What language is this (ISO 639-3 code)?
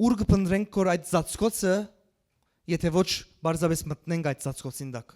hyw